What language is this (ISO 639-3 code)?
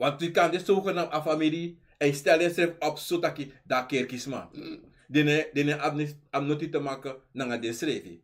srn